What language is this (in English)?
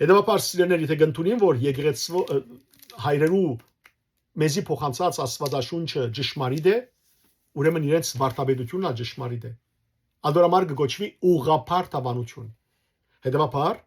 Western Armenian